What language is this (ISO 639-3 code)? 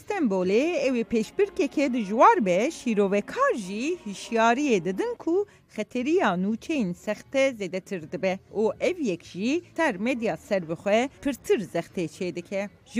kur